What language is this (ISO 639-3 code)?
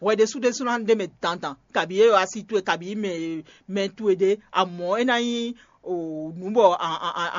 fon